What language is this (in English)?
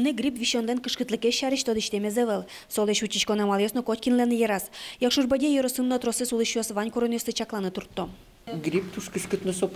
Udmurt